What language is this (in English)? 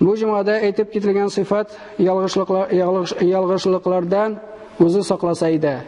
Tatar